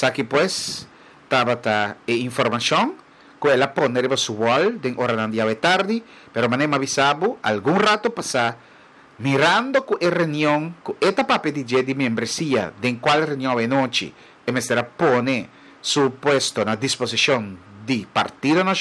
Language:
Papiamento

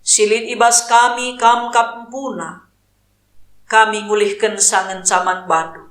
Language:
Batak Karo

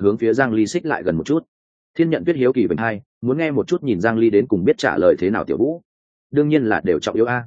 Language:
Vietnamese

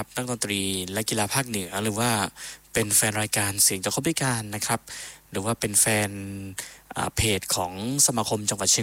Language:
Thai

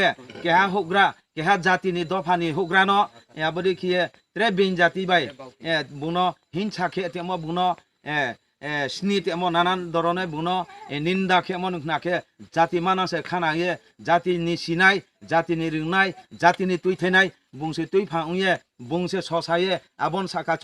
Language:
Riang (India)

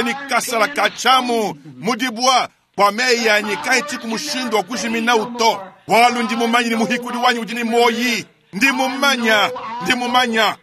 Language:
Luba-Lulua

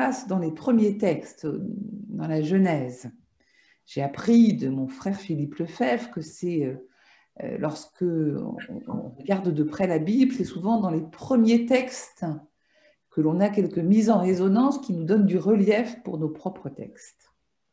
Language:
French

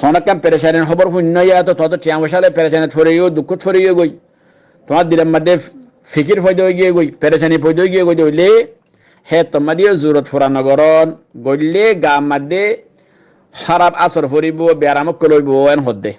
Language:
Rohingya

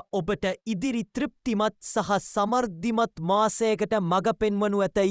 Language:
Sinhala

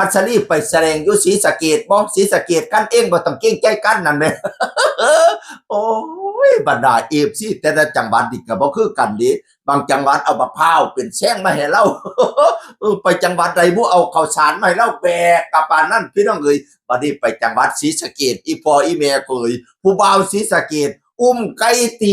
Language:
Northeastern Thai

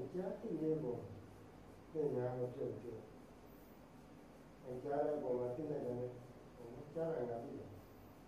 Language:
Burmese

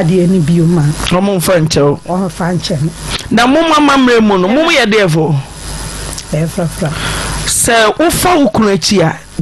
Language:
Akan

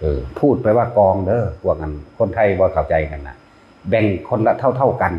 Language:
Northeastern Thai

